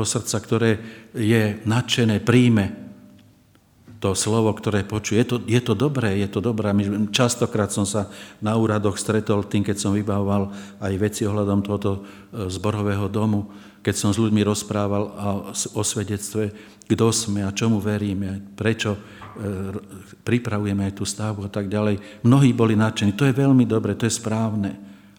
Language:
Slovak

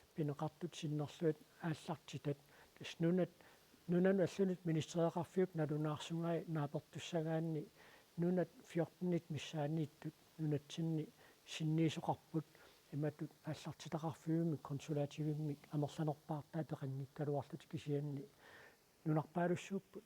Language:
Kalaallisut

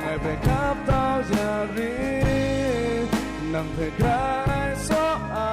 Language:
Kachin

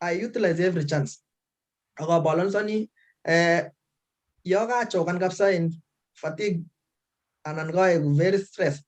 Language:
Kalenjin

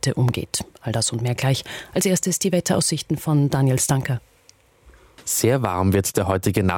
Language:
German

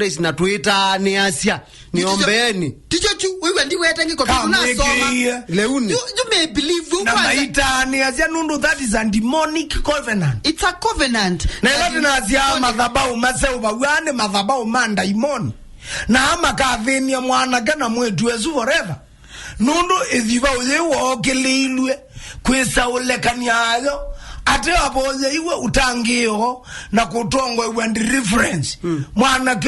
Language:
Kamba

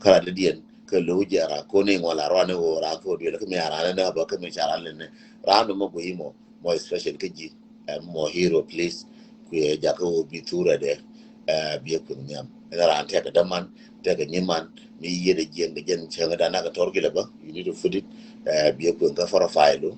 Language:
Nuer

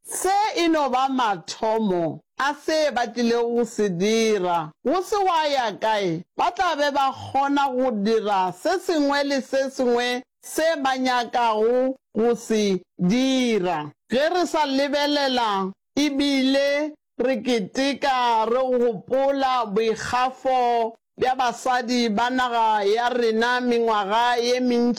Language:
Northern Sotho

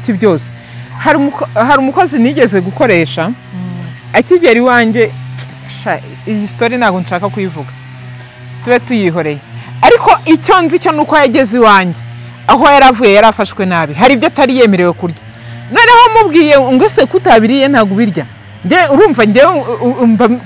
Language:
Kinyarwanda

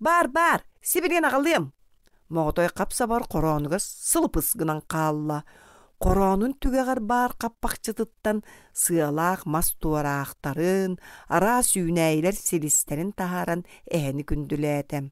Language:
Yakut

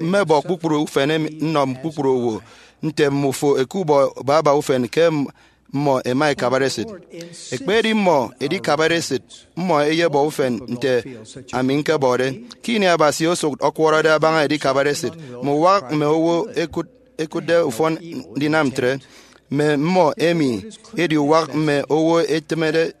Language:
Efik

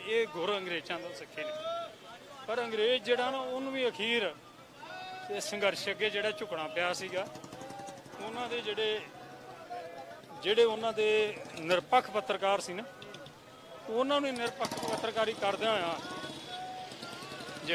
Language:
Punjabi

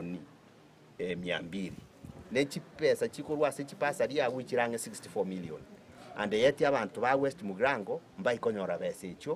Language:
Gusii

